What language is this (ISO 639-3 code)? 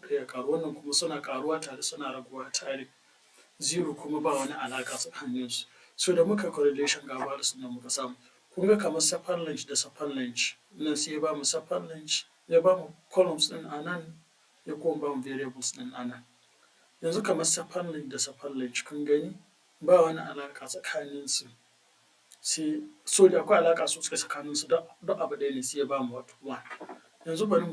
hau